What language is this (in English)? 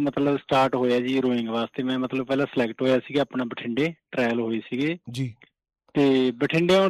Punjabi